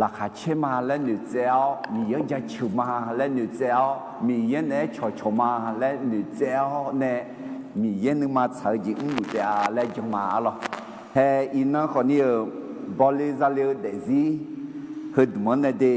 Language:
Akha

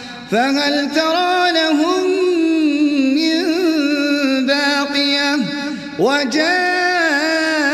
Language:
Arabic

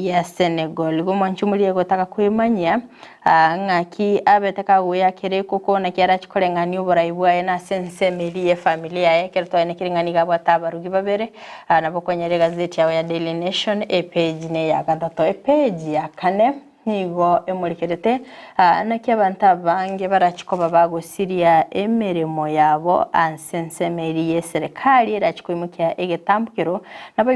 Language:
Gusii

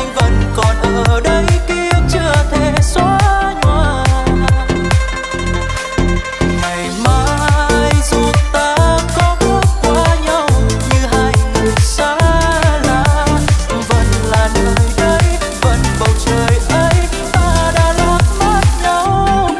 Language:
Vietnamese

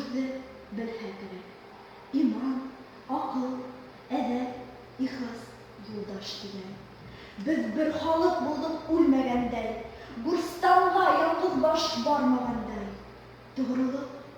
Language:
Bashkir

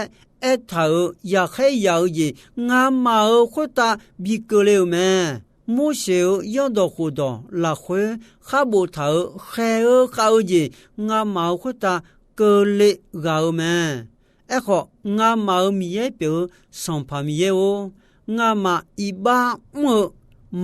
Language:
Akha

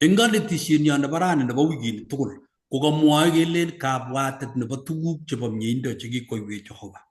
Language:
Kalenjin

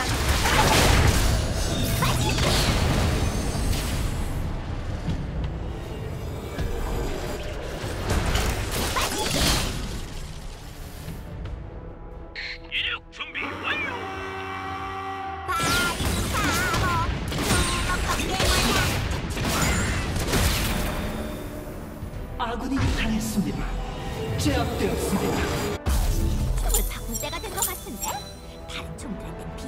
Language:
Korean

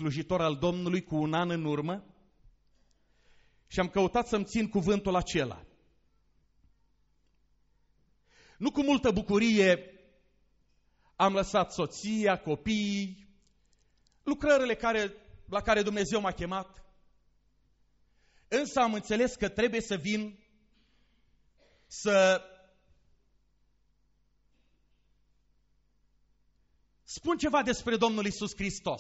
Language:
Romanian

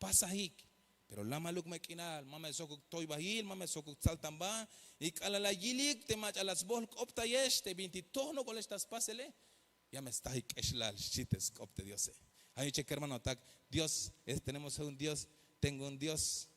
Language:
Tzeltal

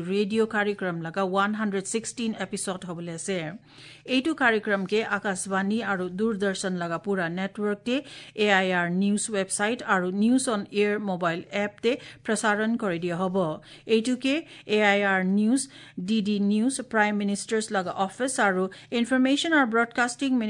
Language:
Assamese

